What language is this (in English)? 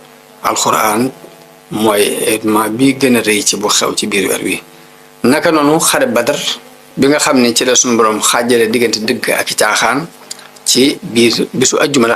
Wolof